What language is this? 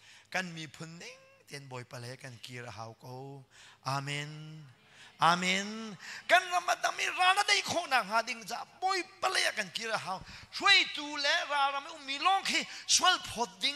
Hakha Chin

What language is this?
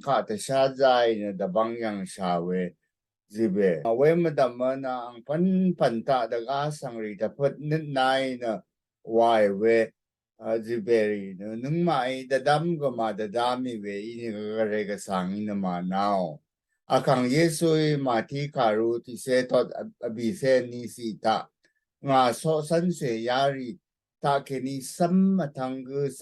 Rawang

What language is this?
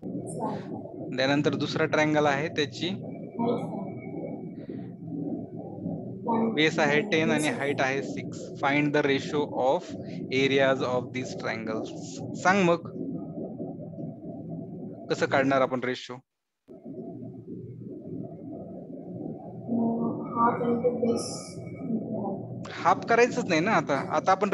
Marathi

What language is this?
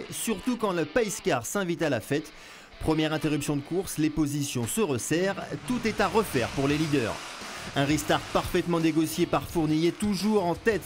French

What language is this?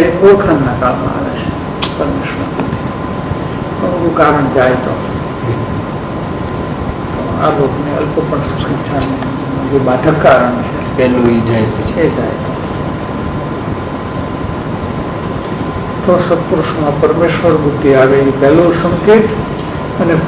Gujarati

